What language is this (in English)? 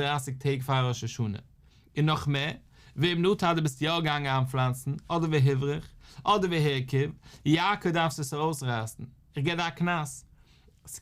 Yiddish